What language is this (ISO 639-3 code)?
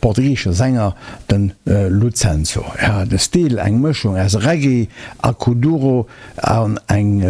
ltz